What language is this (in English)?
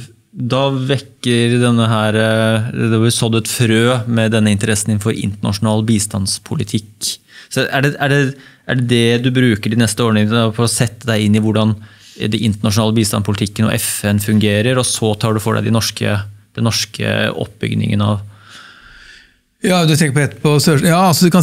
Norwegian